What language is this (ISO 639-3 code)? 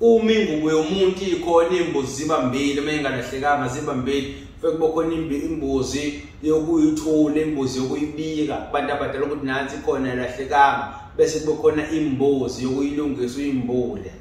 zul